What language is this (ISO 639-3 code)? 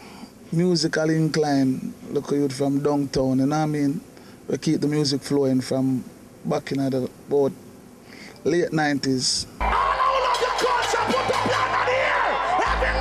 jam